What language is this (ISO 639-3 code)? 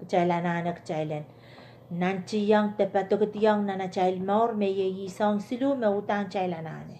pon